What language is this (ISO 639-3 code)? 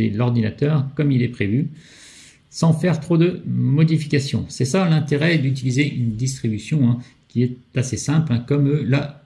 fra